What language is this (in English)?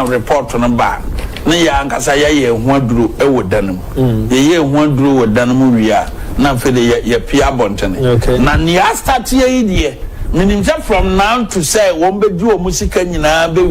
Akan